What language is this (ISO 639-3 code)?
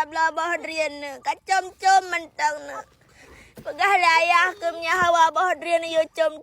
ace